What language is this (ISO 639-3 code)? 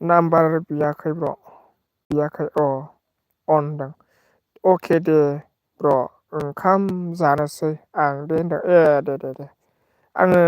brx